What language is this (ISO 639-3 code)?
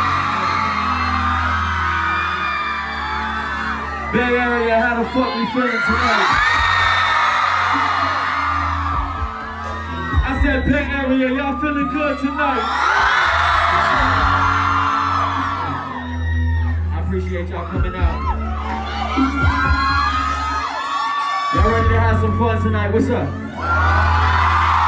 eng